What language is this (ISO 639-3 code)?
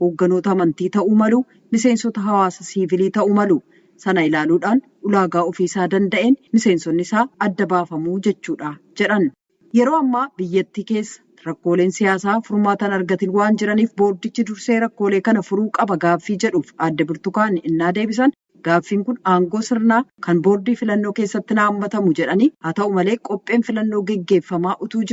orm